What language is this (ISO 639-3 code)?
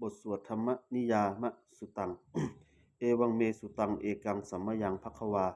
pli